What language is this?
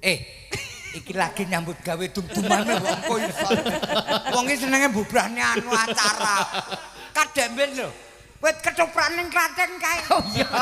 Javanese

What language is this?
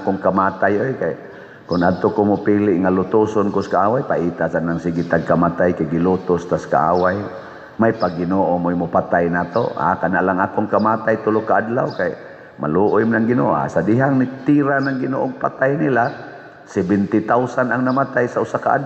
Cebuano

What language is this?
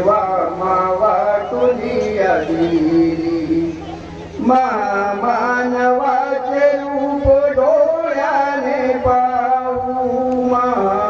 Marathi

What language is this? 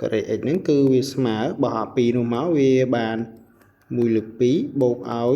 Khmer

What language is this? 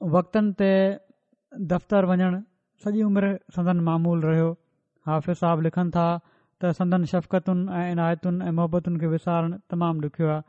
Sindhi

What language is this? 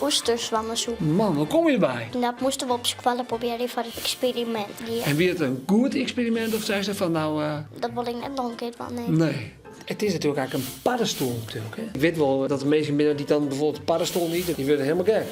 Western Frisian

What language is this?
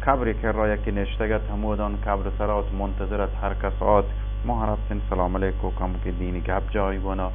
Baluchi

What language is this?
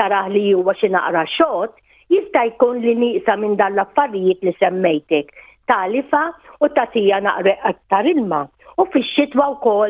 Maltese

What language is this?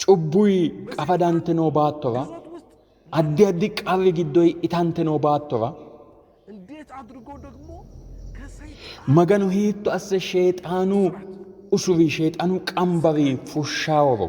Sidamo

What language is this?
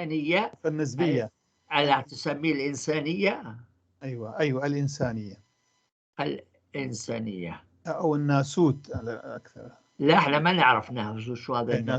North Levantine Arabic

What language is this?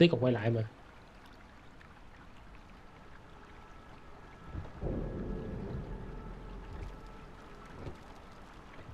Vietnamese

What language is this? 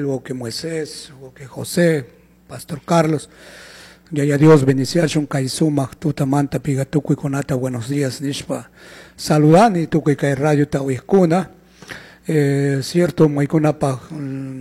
Chimborazo Highland Quichua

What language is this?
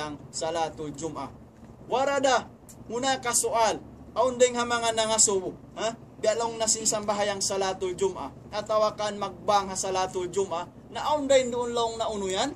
Tausug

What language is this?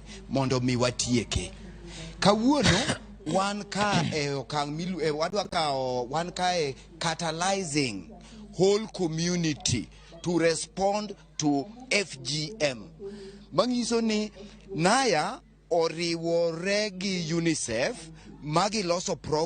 Luo (Kenya and Tanzania)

